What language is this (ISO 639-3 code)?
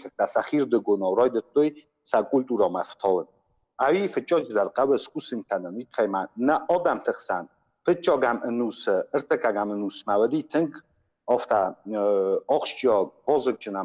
oss